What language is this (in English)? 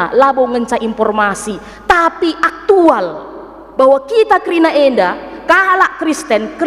Batak Karo